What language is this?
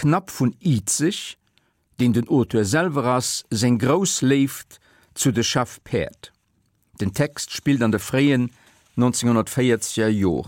Luxembourgish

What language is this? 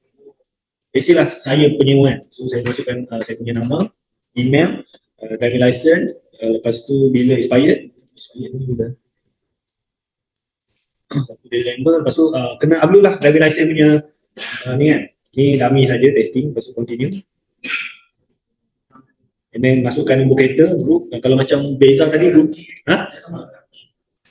Malay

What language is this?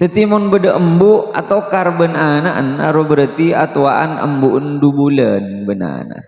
Madurese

